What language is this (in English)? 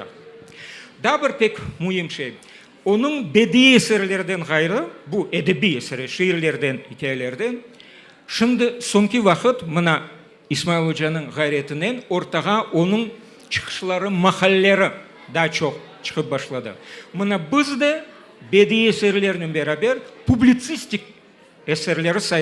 Crimean Tatar